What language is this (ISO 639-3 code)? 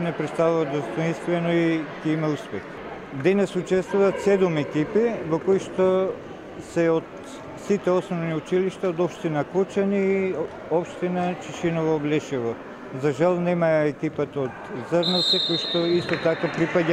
mkd